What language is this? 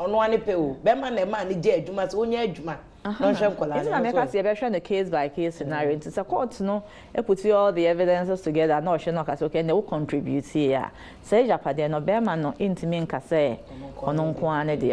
Akan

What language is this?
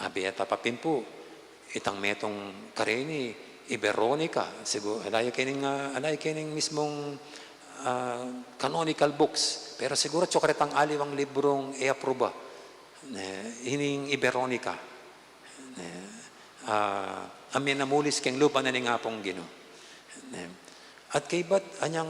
Pampanga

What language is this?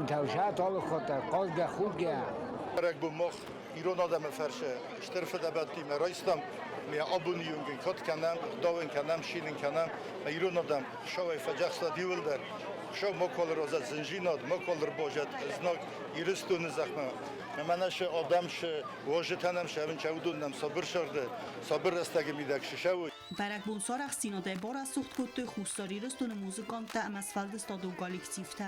Ossetic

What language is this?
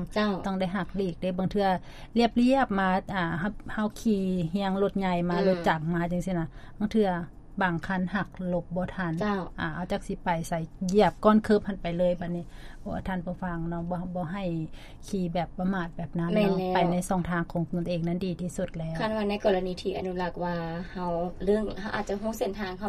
Lao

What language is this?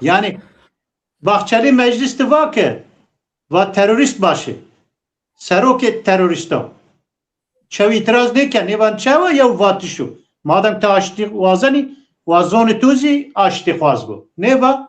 Zaza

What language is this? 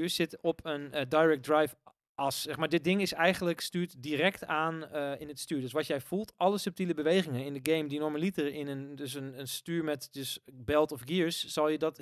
Dutch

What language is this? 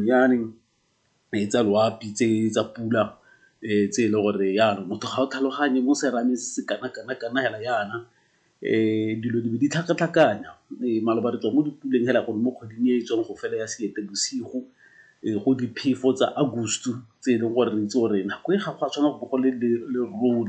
Tswana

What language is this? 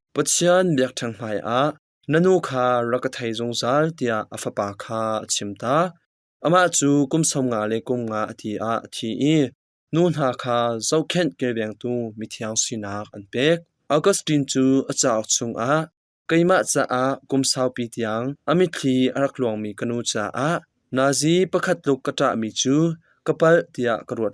Hakha Chin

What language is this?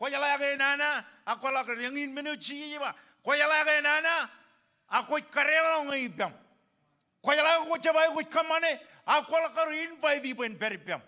Marshallese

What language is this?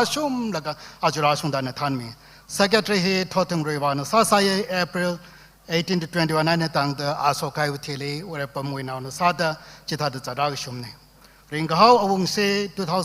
Tangkhul Naga (India)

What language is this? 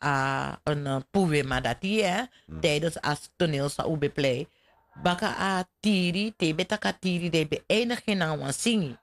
Sranan Tongo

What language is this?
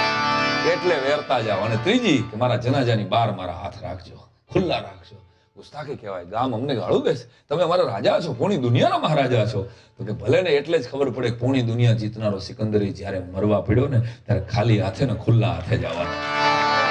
Gujarati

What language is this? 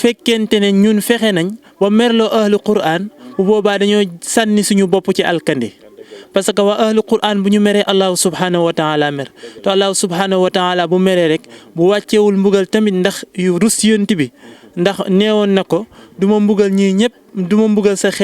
Wolof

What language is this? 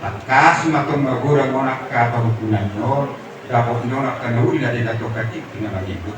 Batak Toba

